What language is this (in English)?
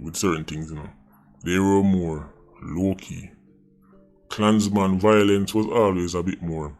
Jamaican Creole English